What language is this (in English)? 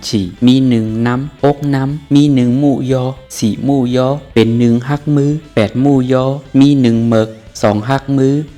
Shan